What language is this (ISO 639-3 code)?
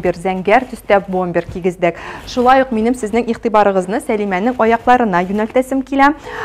tat